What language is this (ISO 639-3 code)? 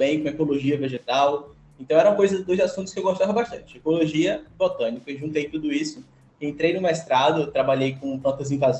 por